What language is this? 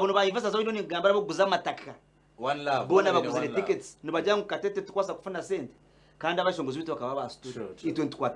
Nyankole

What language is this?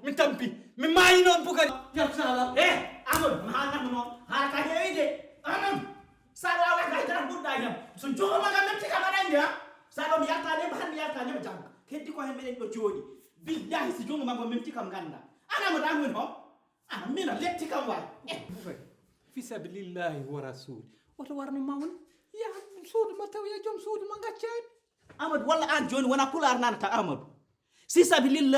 Fula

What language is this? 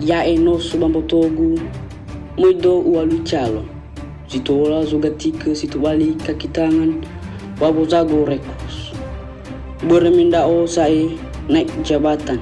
Nias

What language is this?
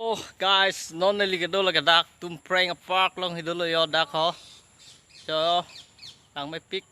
Karbi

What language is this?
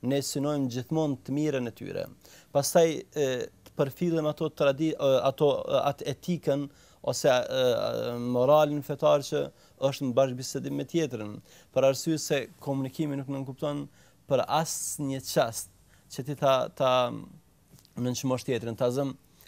Albanian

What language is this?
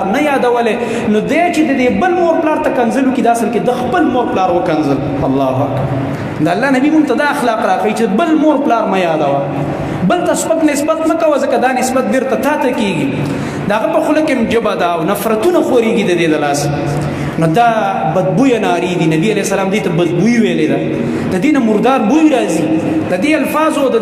Pashto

